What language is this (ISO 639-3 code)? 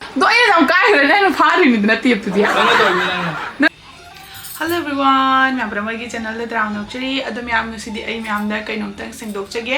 mni